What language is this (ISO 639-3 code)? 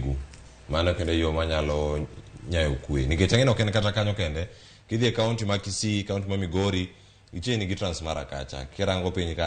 luo